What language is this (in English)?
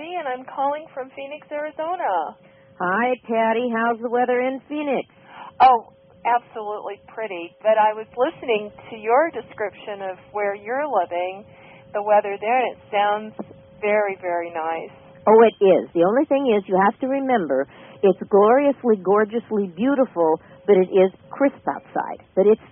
English